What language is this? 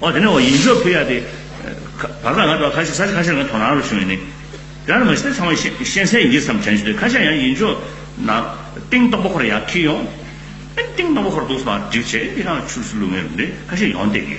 Tibetan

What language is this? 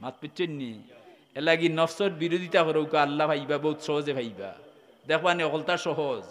Sylheti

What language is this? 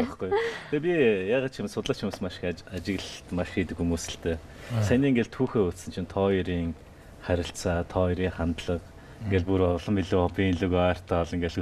Mongolian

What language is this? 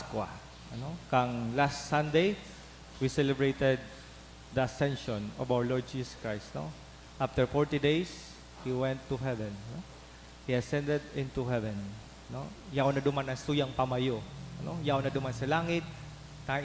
Bikol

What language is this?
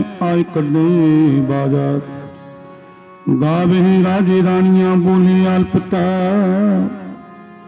Punjabi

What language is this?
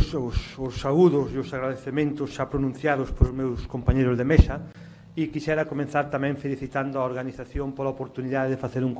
Galician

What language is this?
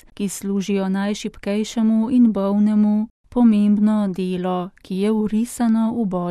Slovenian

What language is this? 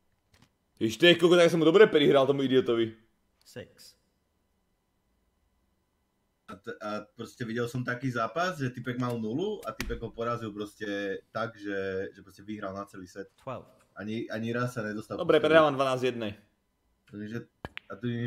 Slovak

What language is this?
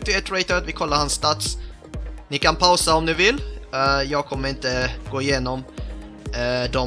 Swedish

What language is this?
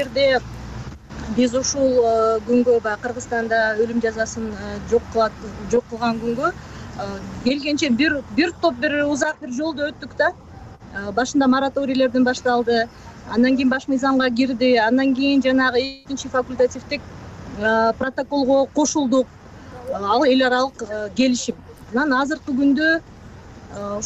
Kyrgyz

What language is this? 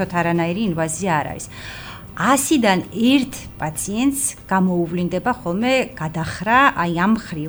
Georgian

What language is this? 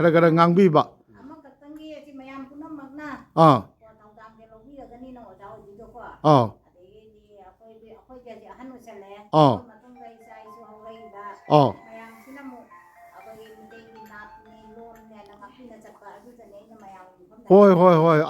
Manipuri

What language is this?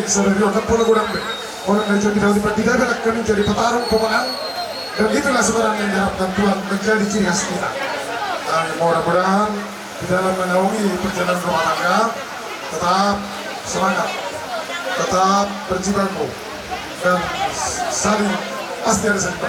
Batak Toba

